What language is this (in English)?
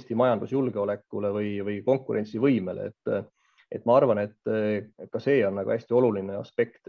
Estonian